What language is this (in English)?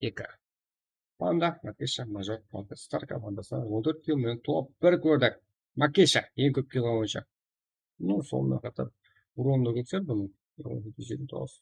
Kara-Kalpak